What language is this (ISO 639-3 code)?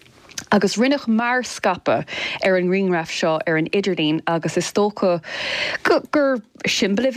gle